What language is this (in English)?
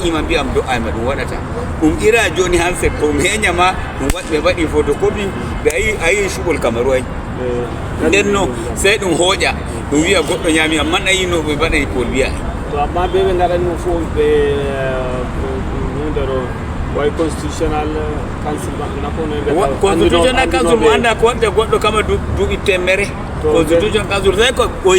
Fula